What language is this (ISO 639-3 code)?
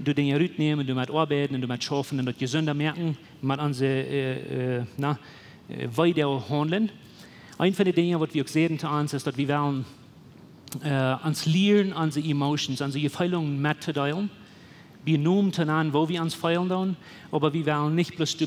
pdt